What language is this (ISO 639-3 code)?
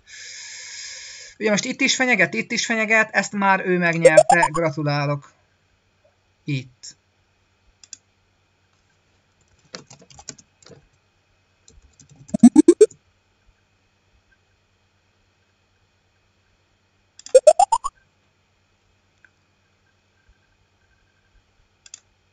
hun